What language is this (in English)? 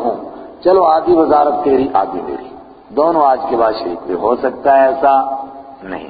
Urdu